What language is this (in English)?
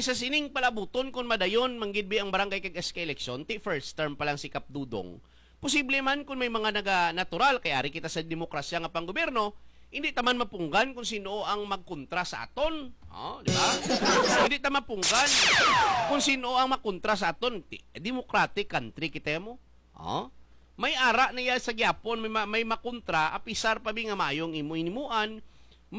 Hiligaynon